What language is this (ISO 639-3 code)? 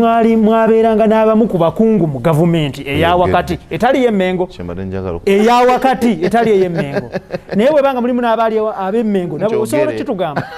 lug